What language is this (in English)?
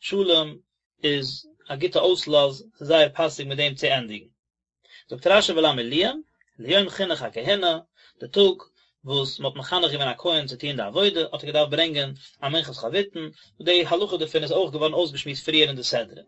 Yiddish